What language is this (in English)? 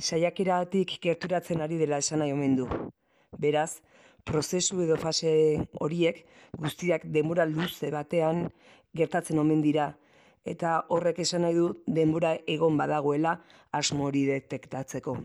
Basque